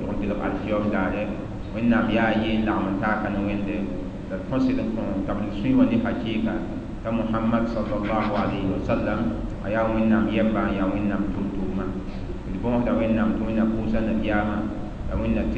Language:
Mossi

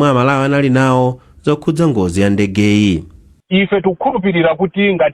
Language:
Nyanja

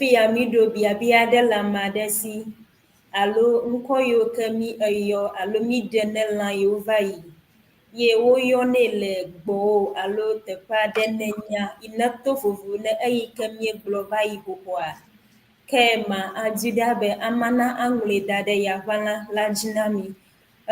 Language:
Ewe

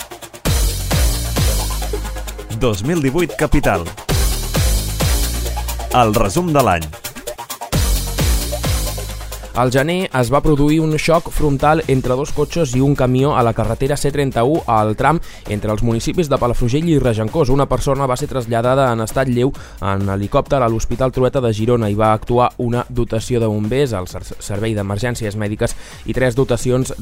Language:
Catalan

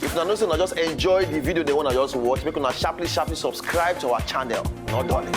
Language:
Nigerian Pidgin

